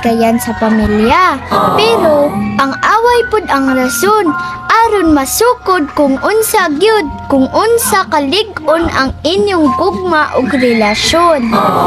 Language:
Cebuano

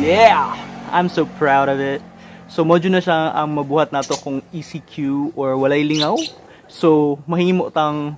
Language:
Cebuano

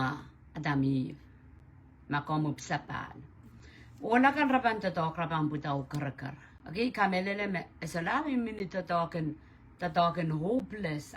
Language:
Pohnpeian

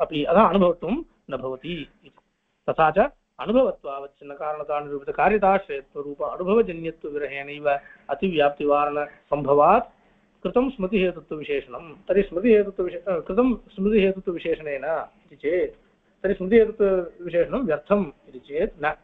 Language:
Sanskrit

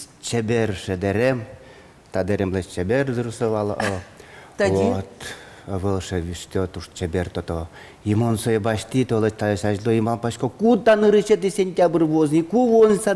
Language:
Udmurt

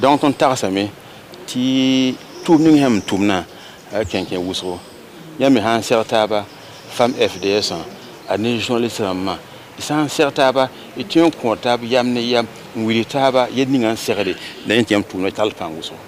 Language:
Mossi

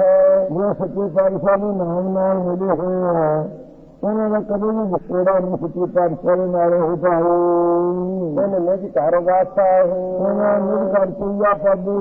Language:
Punjabi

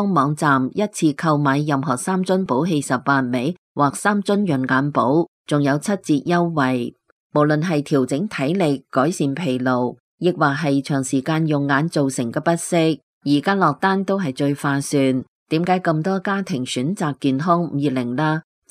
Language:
Cantonese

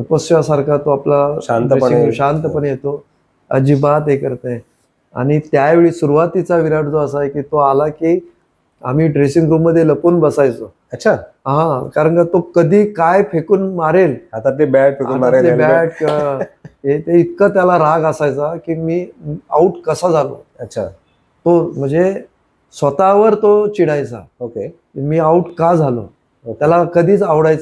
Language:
Marathi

